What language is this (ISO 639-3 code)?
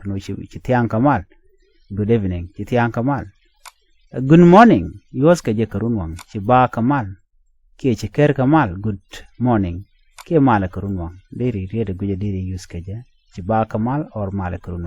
nus